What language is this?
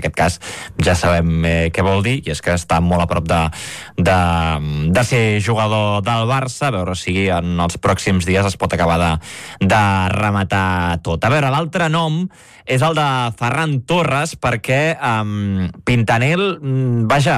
Catalan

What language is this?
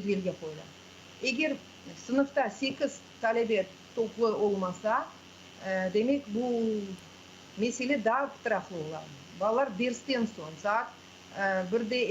Crimean Tatar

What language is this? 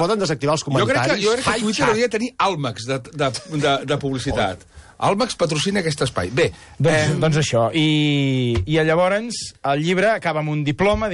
Catalan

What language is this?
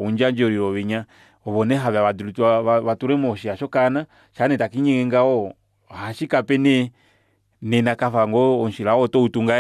Kuanyama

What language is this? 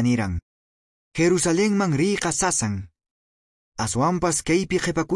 Quechua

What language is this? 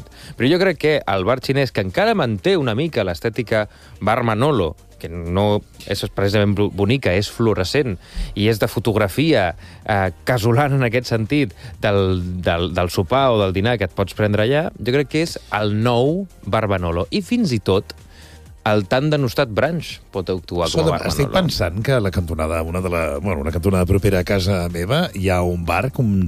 Catalan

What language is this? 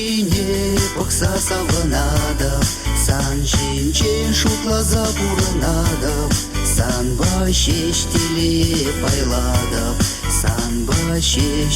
Chuvash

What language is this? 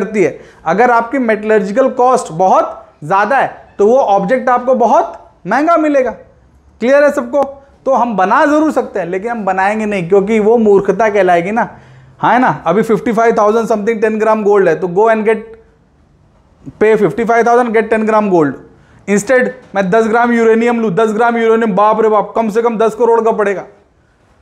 Hindi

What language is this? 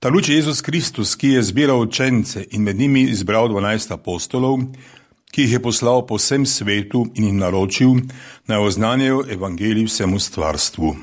Slovenian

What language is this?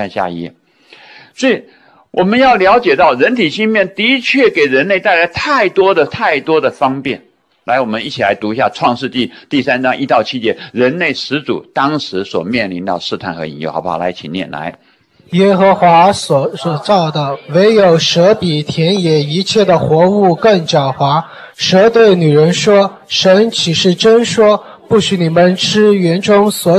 Chinese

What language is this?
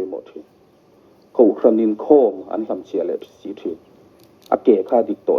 Mizo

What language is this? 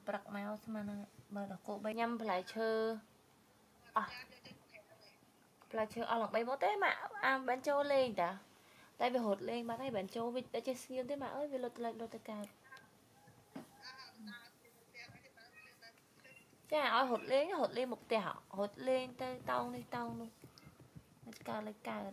Vietnamese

